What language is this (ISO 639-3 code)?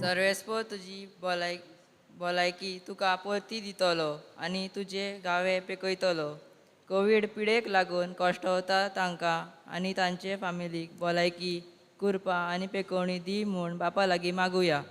kok